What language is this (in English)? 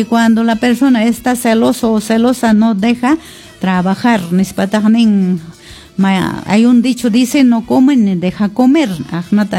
Quechua